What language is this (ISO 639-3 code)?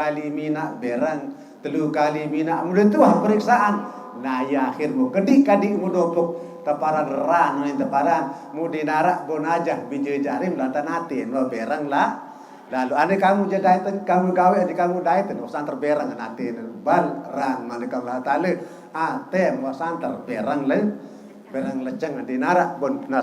sas